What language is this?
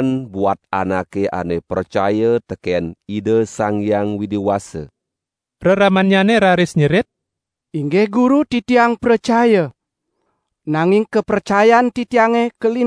Balinese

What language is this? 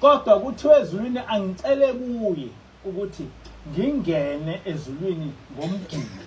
Zulu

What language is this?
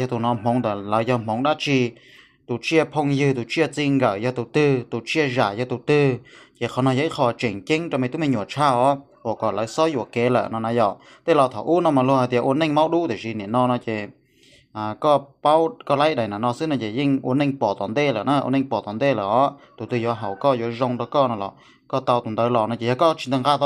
Hmong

